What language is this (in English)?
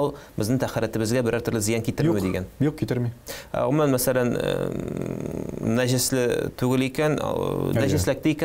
Tatar